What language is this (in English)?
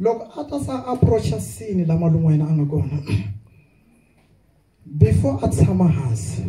Tsonga